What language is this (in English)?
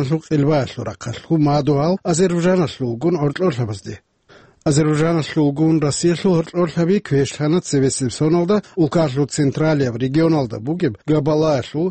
Avaric